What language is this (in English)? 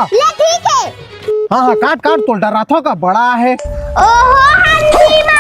Chhattisgarhi